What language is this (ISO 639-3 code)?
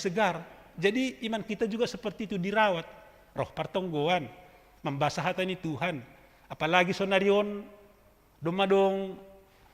bts